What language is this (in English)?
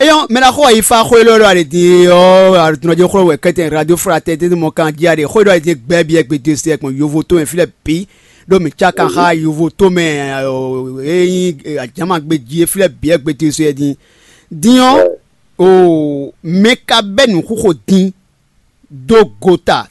Fon